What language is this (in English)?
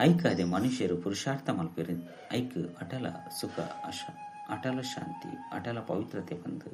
Tulu